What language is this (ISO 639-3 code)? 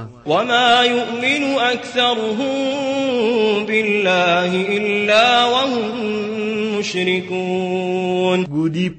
mrw